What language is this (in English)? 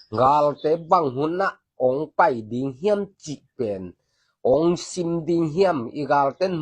Tedim Chin